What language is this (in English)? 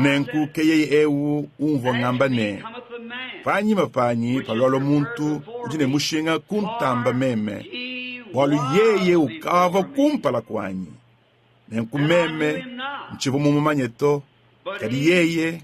Luba-Lulua